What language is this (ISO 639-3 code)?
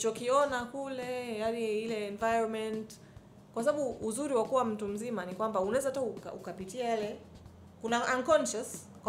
swa